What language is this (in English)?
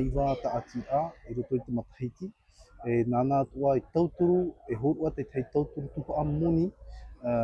Tahitian